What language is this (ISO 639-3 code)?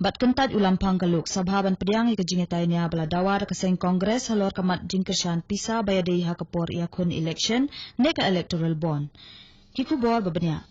kha